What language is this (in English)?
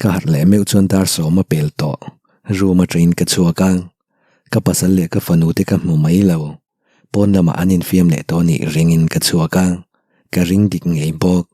Mizo